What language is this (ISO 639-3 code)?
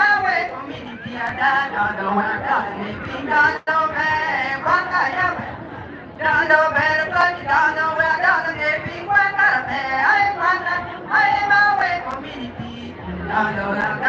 ach